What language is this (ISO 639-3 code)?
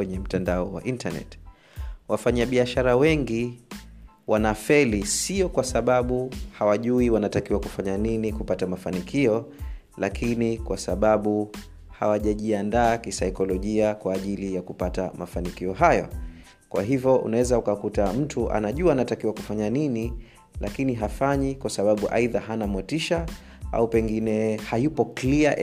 swa